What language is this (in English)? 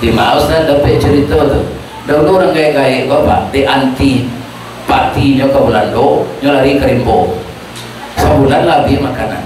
Minangkabau